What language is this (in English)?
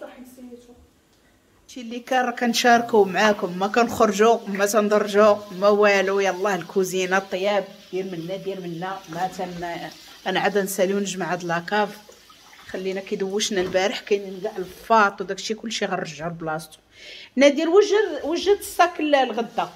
Moroccan Arabic